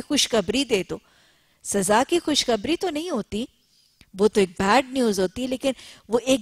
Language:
Urdu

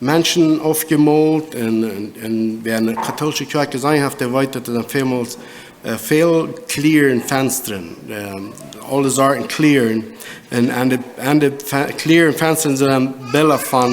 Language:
Plautdietsch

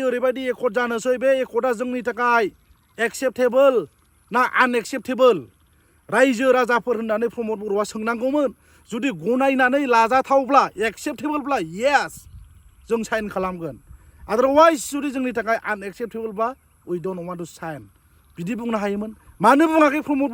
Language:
Bodo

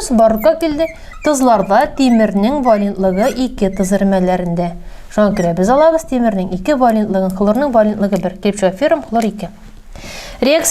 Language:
Tatar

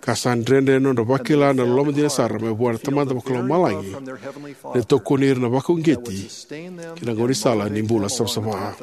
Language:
Fijian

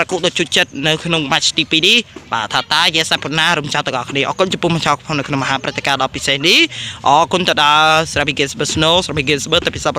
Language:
Khmer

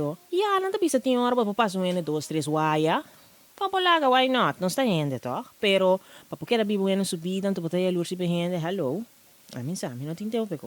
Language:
Papiamento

